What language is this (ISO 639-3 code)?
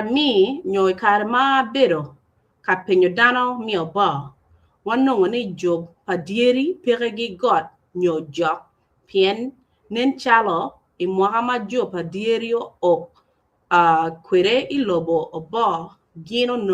ach